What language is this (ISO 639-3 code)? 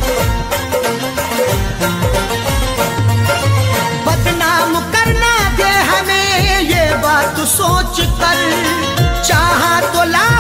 hin